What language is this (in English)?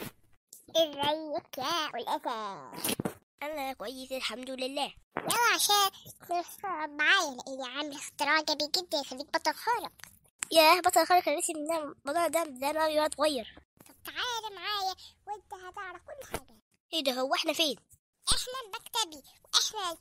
Egyptian Arabic